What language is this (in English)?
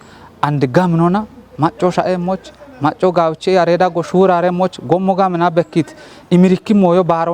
Kafa